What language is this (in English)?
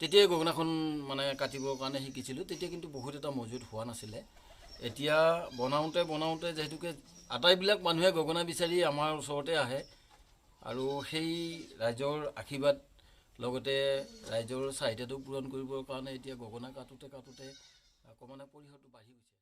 Assamese